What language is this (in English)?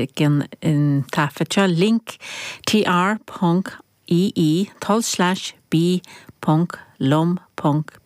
Irish